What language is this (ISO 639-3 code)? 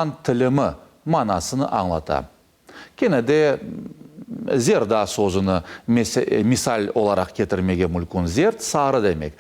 crh